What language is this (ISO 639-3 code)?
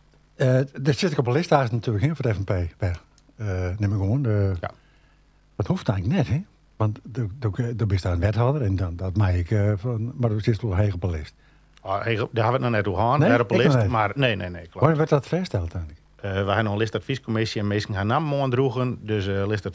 fry